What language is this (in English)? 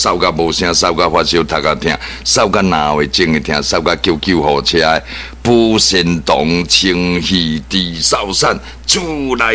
Min Nan Chinese